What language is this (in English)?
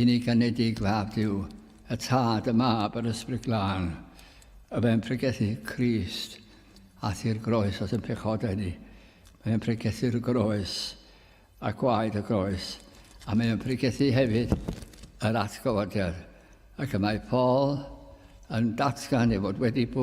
Welsh